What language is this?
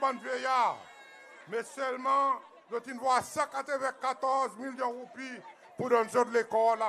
Seselwa Creole French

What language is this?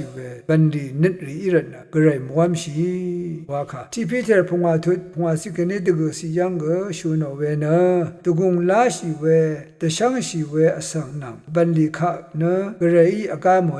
Rawang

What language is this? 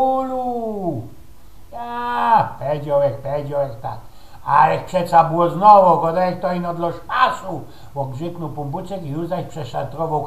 Silesian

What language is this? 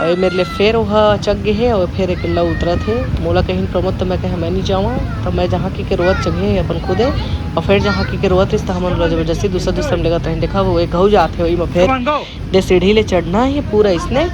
Chhattisgarhi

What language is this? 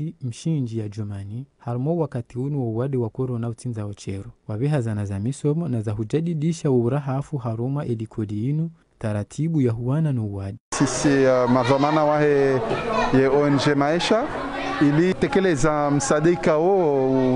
Ngazidja Comorian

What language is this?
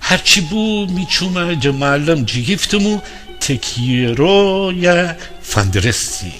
Gilaki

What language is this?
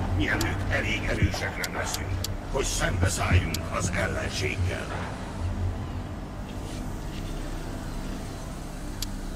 Hungarian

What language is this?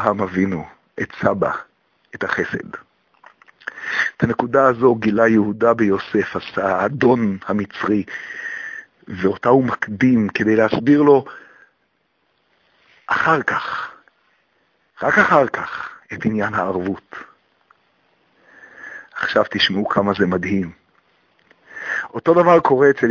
Hebrew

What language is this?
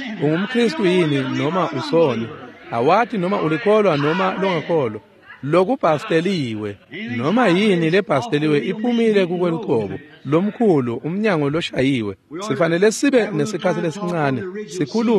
Swati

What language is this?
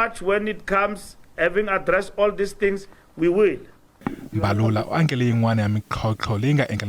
Tsonga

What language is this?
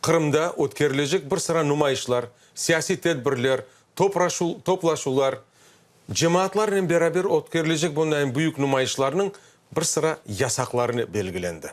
Crimean Tatar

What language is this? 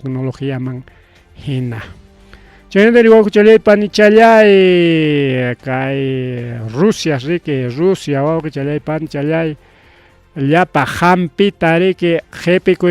Ayacucho Quechua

